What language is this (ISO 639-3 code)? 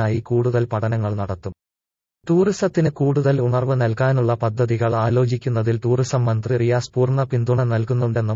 mal